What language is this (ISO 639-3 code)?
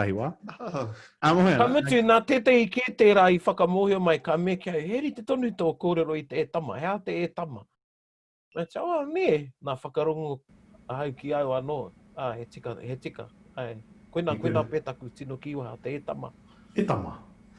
mri